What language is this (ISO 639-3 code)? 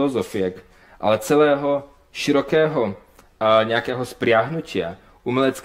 slk